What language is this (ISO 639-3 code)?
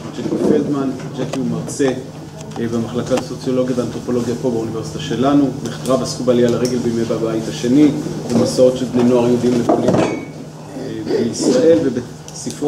heb